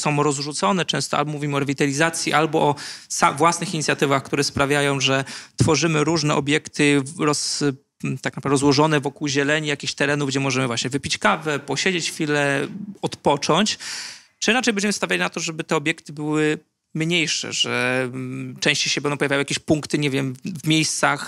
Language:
Polish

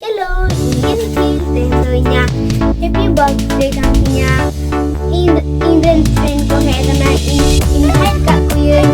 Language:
Santali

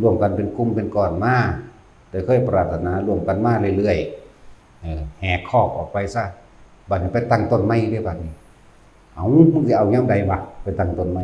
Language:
Northeastern Thai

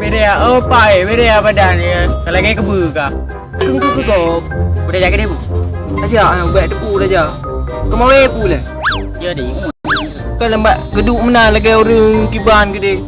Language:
Achinese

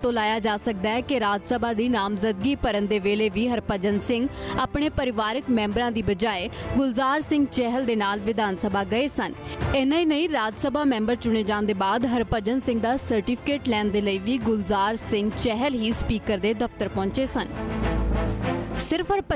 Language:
Punjabi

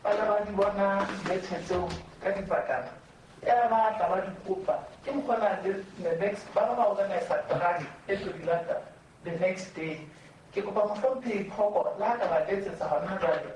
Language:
Southern Sotho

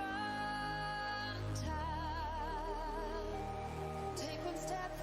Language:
Kara-Kalpak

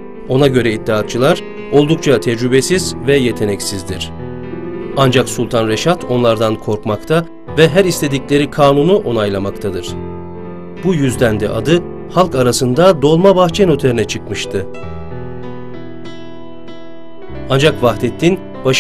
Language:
Turkish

